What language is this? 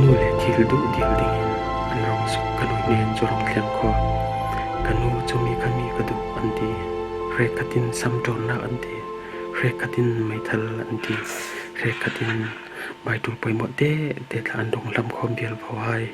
Falam Chin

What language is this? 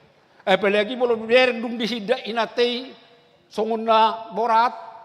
Batak Toba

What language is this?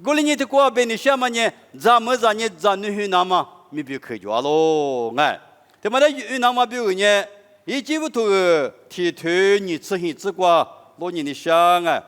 Lisu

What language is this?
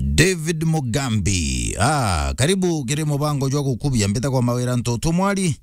Meru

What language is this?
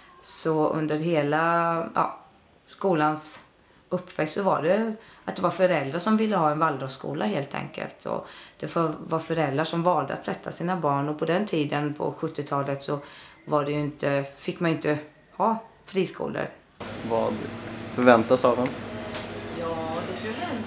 Swedish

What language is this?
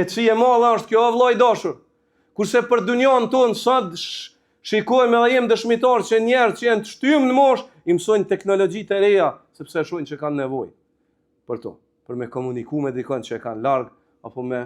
Albanian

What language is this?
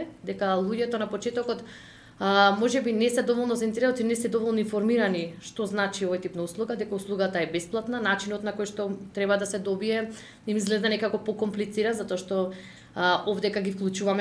Macedonian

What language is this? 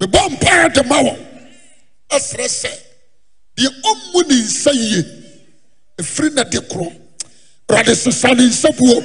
Akan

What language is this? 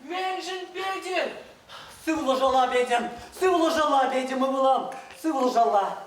Chuvash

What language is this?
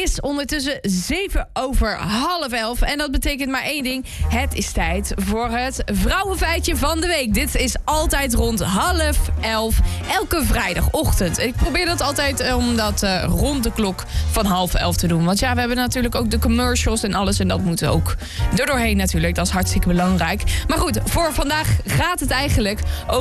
Dutch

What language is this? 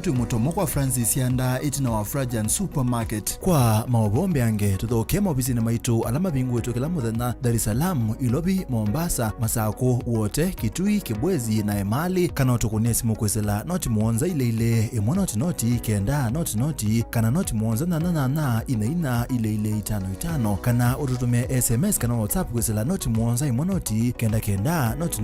Kamba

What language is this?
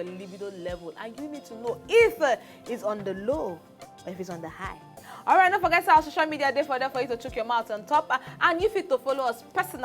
Nigerian Pidgin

